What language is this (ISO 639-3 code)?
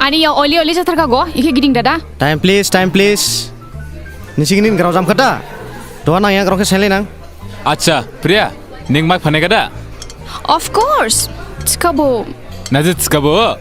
dis